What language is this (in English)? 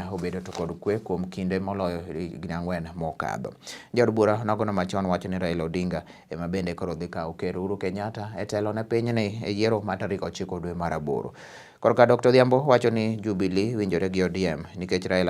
Luo (Kenya and Tanzania)